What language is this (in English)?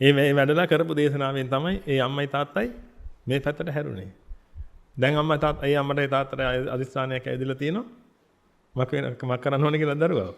Sinhala